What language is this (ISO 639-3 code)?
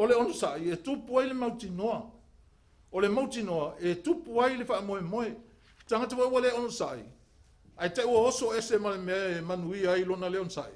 smo